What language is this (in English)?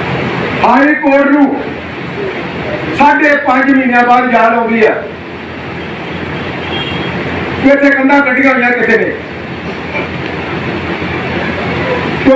Punjabi